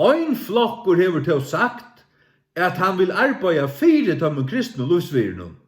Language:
Faroese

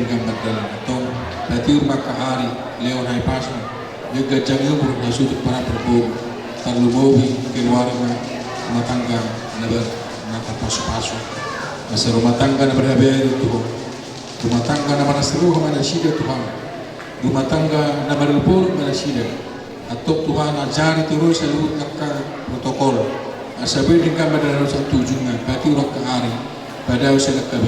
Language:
Batak Toba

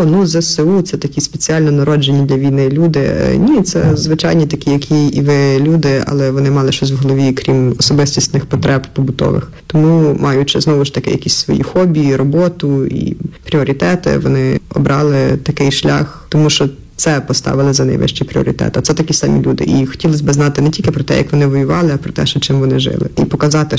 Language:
Ukrainian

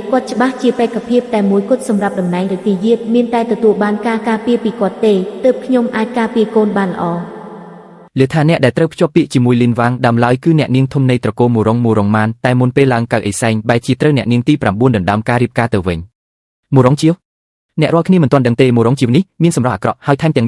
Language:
Khmer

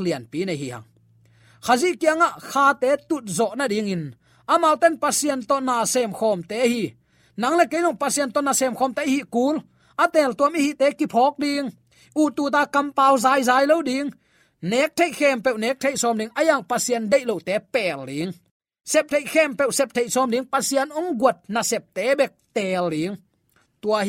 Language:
Tedim Chin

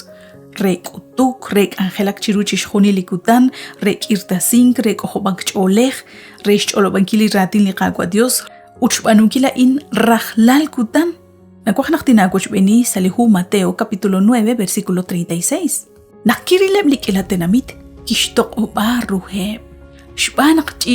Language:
Kekchí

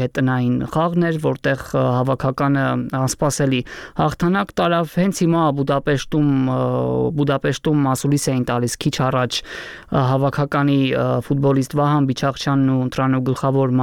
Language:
Armenian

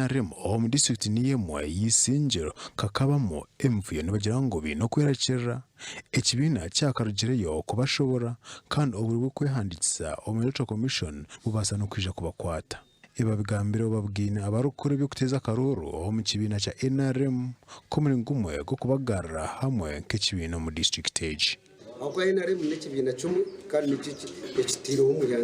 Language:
Nyankole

